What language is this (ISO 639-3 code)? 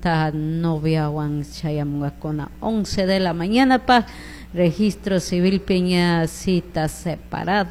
qug